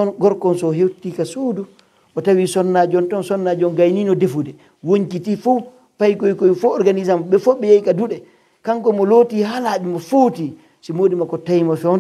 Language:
Pular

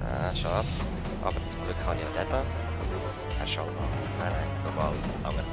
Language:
Swiss German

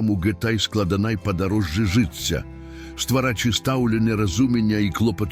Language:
Belarusian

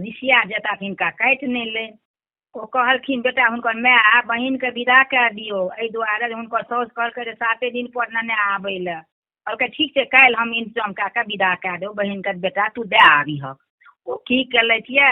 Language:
Maithili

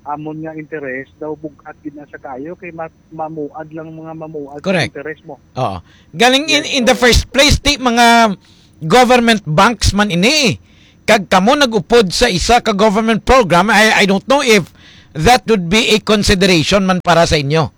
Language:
Hiligaynon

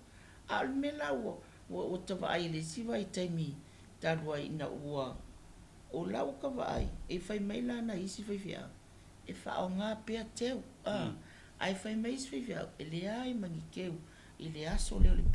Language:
Samoan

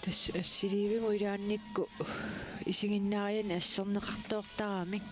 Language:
Kalaallisut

